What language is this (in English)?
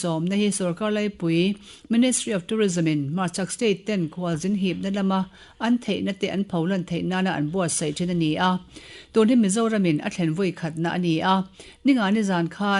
Mizo